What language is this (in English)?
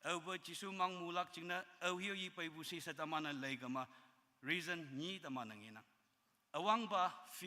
Konyak Naga